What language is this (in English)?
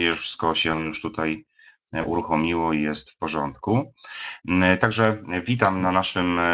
Polish